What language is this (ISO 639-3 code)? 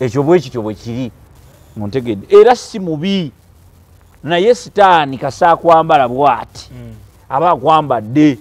lug